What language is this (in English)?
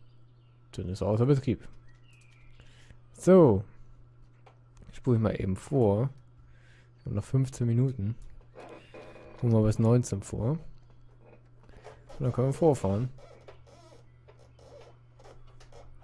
German